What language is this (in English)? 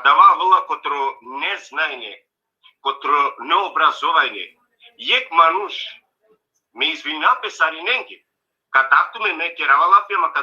Balkan Romani